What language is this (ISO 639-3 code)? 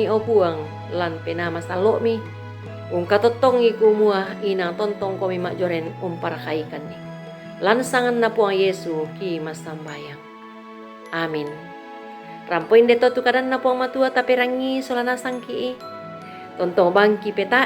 sda